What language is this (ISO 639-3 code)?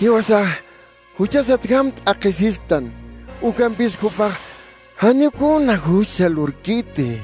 aym